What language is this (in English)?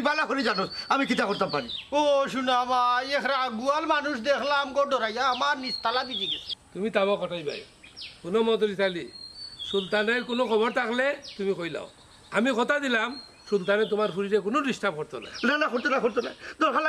Sylheti